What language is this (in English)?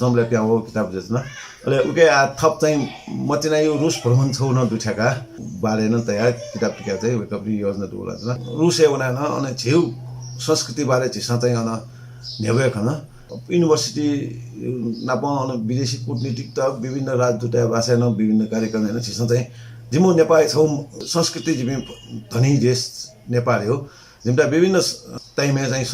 Newari